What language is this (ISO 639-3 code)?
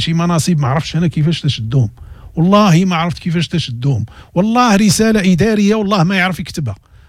ary